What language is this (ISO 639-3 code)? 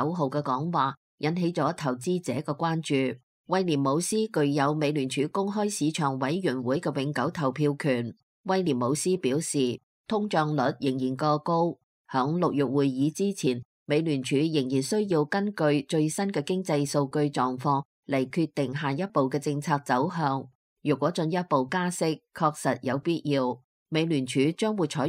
yue